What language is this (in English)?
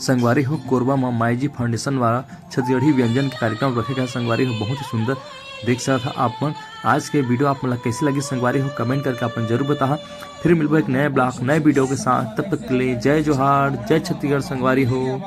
Chhattisgarhi